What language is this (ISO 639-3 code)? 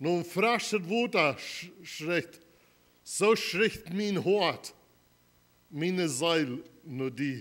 pdt